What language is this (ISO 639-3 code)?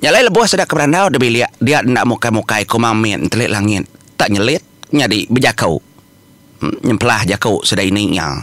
iba